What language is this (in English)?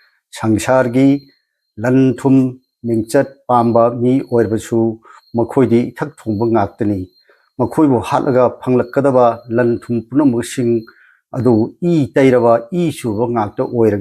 Manipuri